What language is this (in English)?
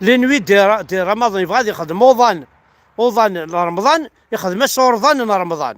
Kabyle